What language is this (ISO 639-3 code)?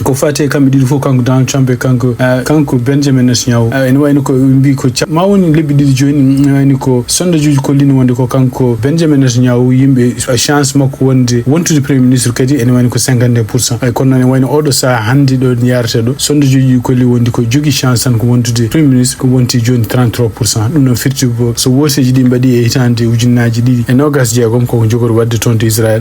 ful